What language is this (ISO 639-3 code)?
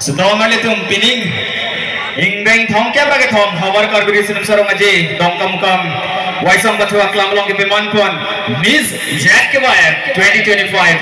mjw